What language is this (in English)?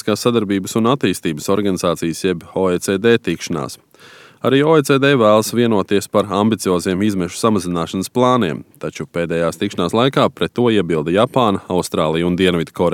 Latvian